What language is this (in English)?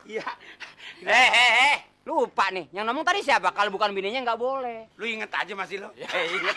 Betawi